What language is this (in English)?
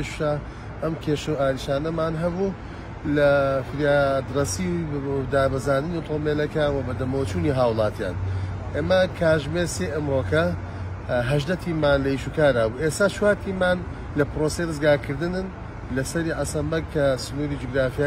Central Kurdish